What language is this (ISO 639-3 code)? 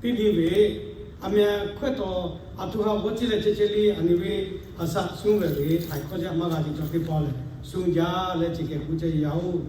lhu